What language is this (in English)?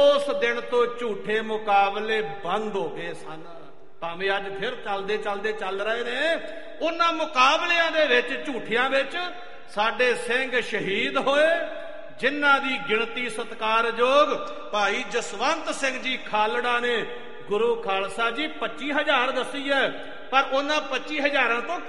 Punjabi